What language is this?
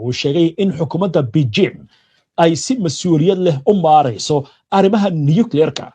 Somali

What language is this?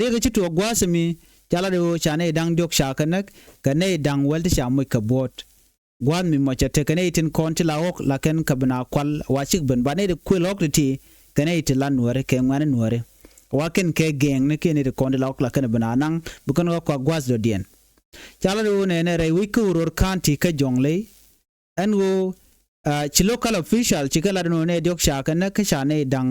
Nuer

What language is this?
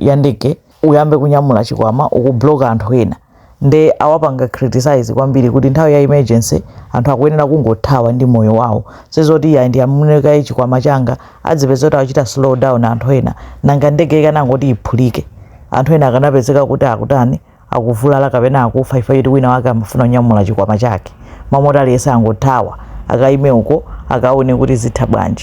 Nyanja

